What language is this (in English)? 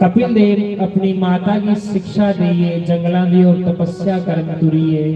Dogri